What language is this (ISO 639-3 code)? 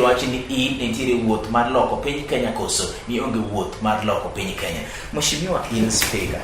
luo